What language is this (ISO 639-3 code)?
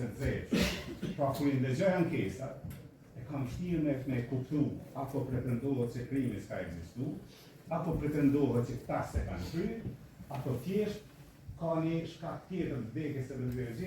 sqi